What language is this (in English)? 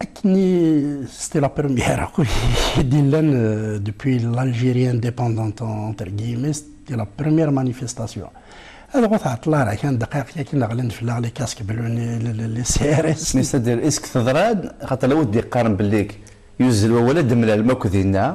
Kabyle